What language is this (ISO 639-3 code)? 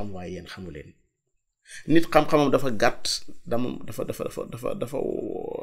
wol